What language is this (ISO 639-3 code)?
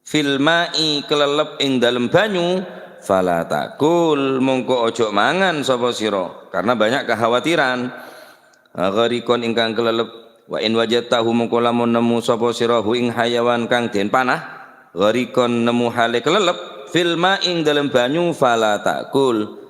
mad